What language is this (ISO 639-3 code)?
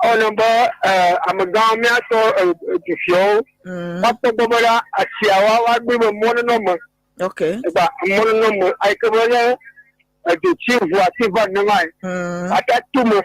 ewe